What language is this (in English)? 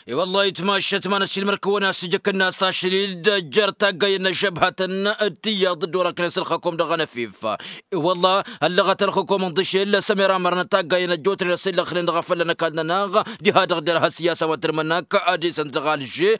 Tamasheq